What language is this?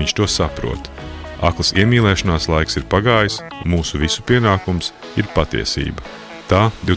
Latvian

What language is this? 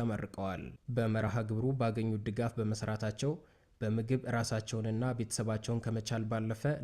Amharic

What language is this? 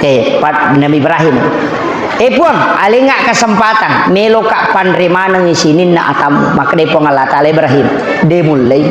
Buginese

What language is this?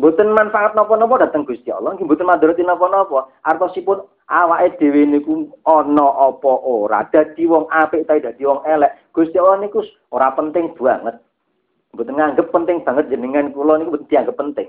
Javanese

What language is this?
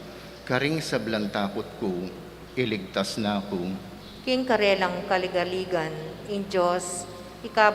Pampanga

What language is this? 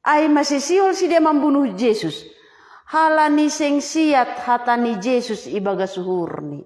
Batak Simalungun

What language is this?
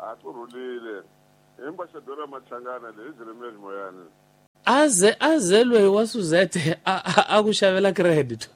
Tsonga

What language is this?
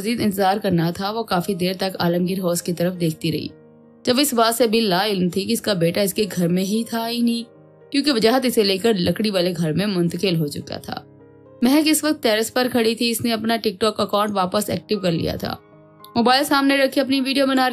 Urdu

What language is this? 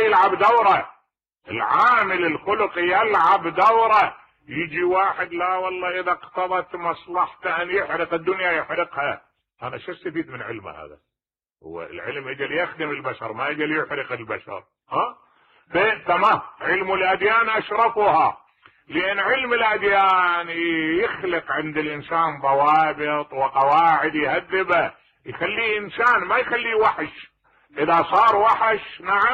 Mesopotamian Arabic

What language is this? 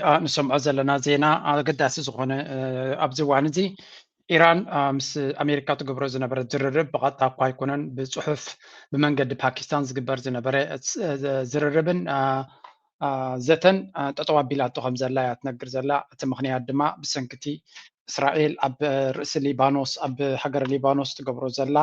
Tigrinya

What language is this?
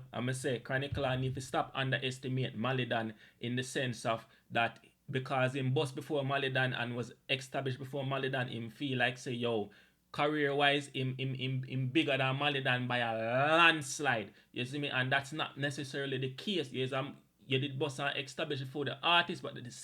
Jamaican Creole English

